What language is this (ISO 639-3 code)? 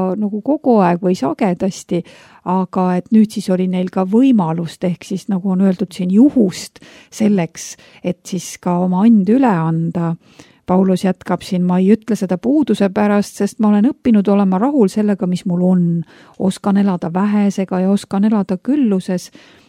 est